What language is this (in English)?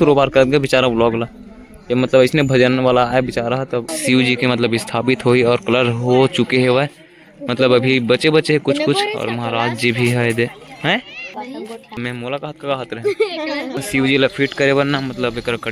Chhattisgarhi